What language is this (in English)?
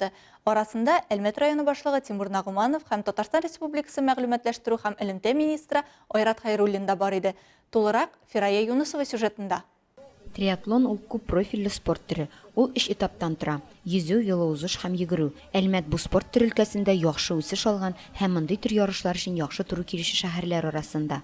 Tatar